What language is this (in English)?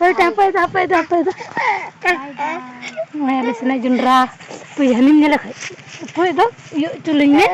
Santali